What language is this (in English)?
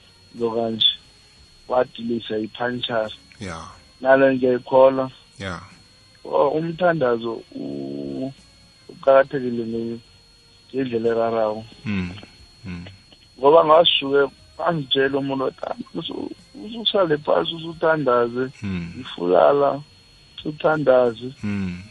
South Ndebele